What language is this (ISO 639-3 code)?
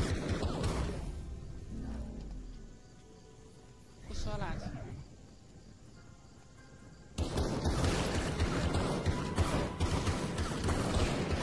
est